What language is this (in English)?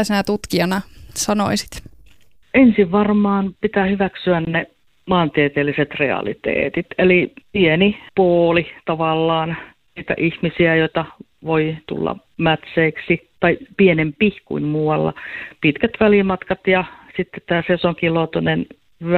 Finnish